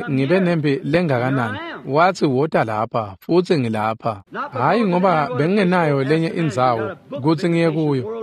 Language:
Swati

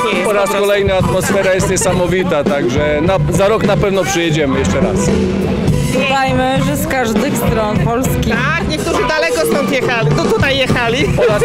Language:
Polish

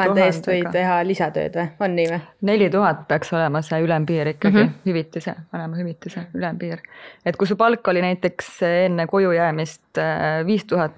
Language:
Estonian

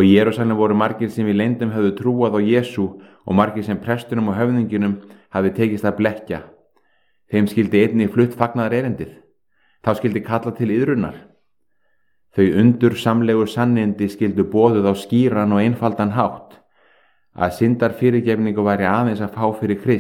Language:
Icelandic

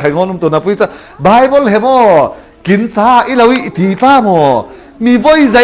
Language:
Falam Chin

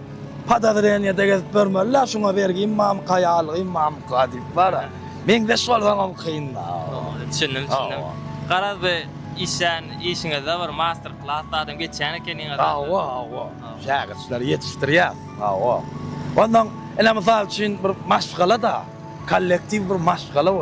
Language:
Turkmen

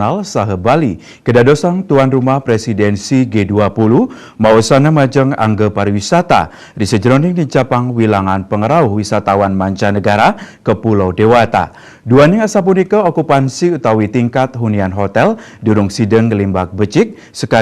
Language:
Balinese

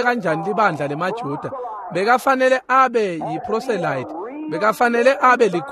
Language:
Swati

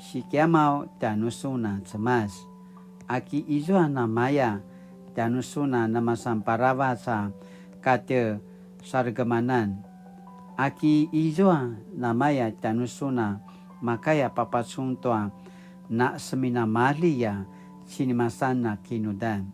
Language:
Paiwan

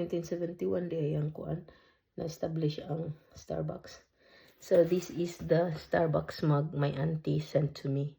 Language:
Cebuano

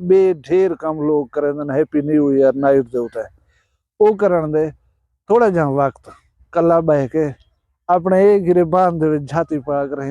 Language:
Saraiki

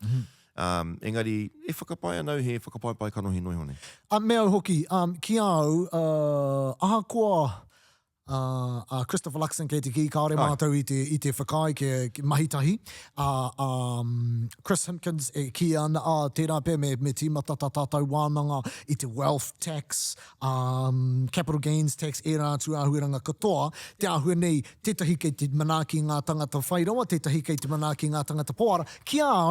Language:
Māori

